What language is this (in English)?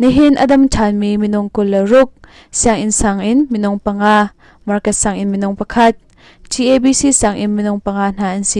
Hakha Chin